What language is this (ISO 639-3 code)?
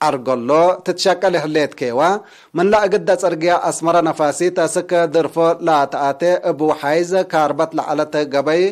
tig